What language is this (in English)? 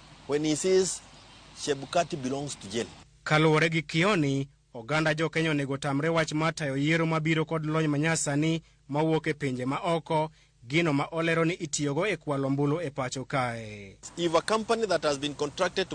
Luo (Kenya and Tanzania)